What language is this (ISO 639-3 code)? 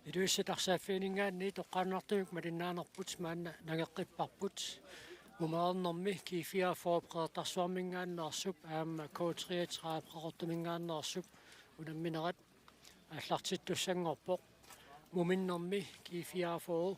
kal